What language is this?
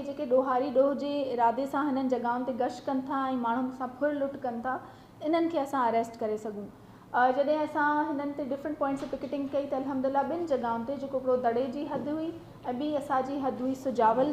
Sindhi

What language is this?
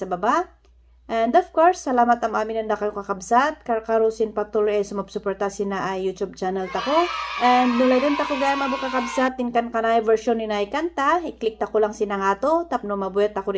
Kankanaey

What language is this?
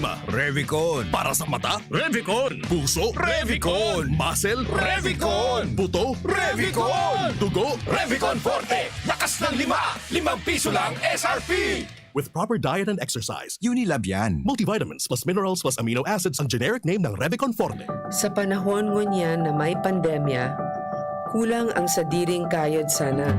Bikol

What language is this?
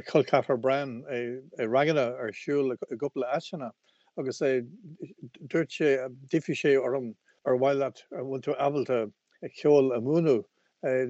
Irish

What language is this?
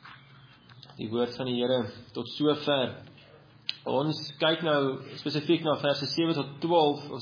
Afrikaans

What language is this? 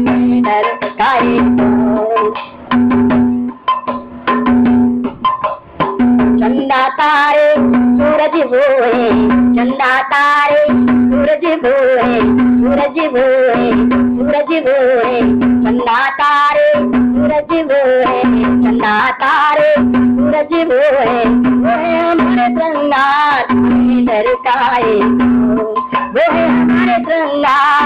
Hindi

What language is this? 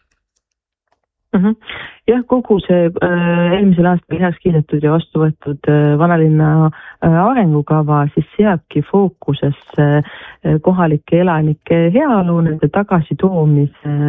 Estonian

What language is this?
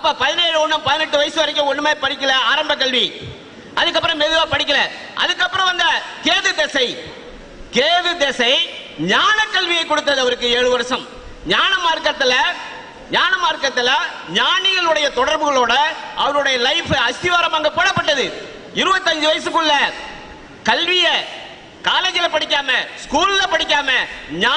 Tamil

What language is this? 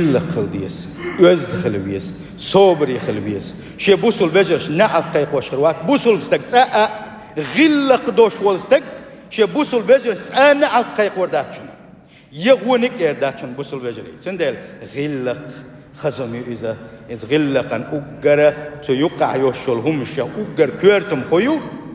Chechen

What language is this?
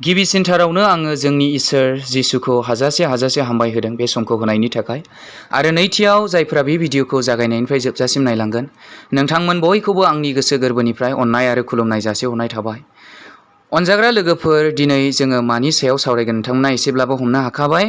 Bodo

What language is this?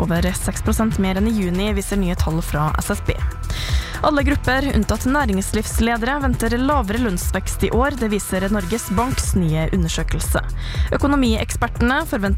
Norwegian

